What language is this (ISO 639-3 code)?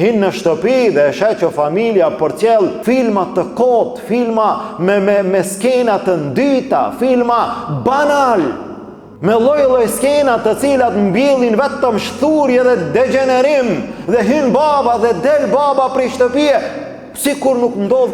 sqi